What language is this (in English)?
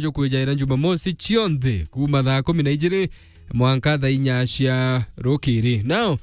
Meru